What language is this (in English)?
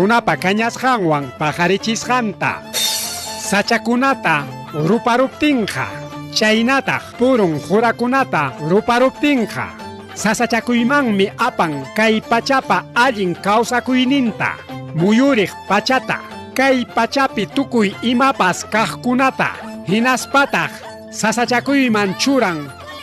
Ayacucho Quechua